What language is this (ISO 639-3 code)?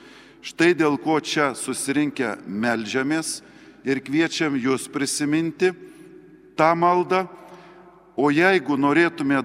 lit